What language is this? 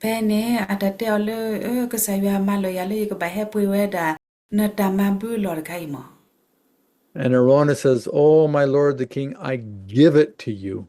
S'gaw Karen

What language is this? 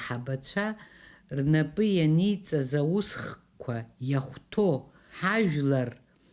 Abkhazian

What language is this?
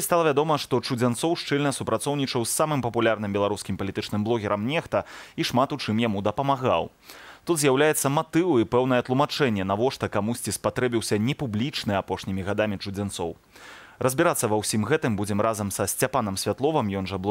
Belarusian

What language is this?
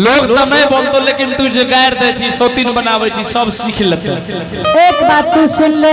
Angika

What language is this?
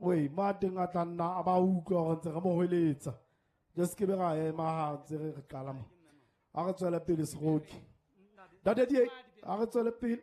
Southern Sotho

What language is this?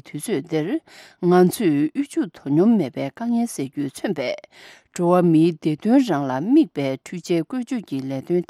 Tibetan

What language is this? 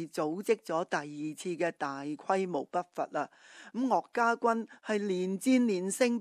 Cantonese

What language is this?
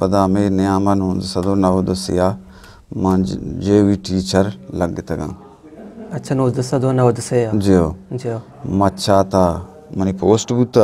Eastern Balochi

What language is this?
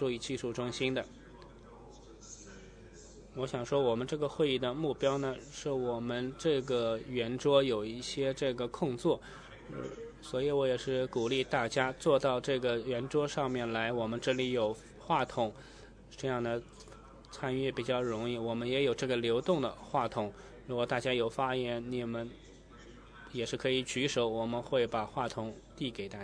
Chinese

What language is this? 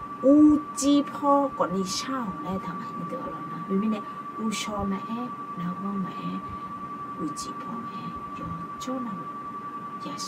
Akha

